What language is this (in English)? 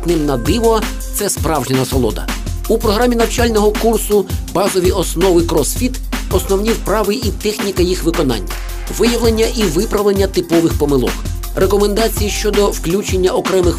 Ukrainian